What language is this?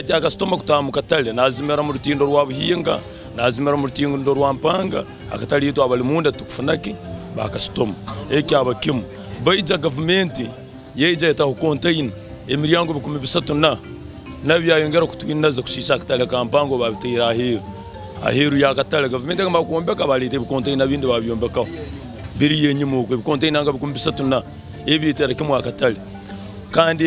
Nyankole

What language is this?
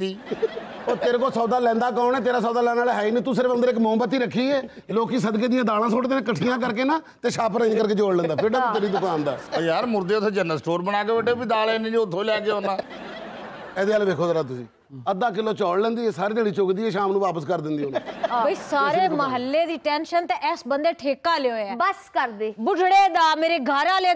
Punjabi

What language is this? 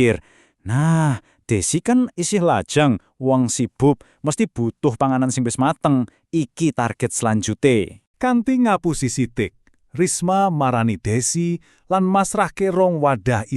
Javanese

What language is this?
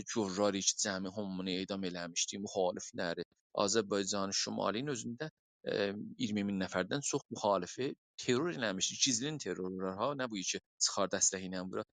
South Azerbaijani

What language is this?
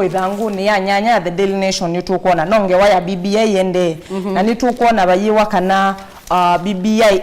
Kamba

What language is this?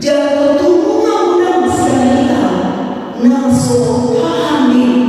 Batak Toba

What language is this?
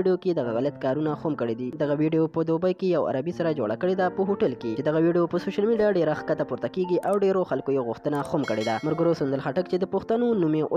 Pashto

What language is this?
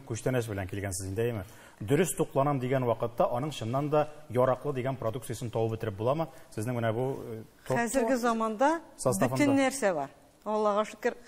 Tatar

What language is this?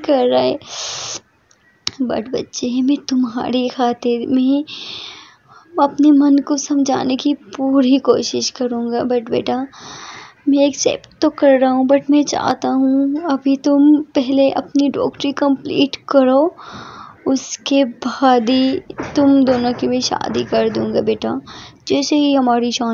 Hindi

